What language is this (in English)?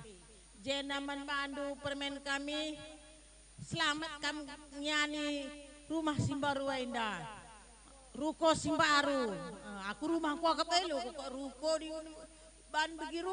Batak Karo